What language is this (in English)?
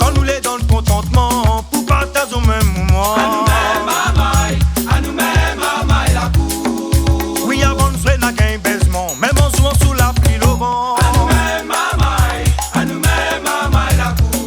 Réunion Creole French